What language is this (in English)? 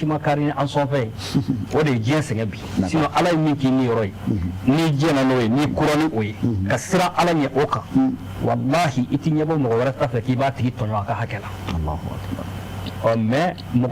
Bambara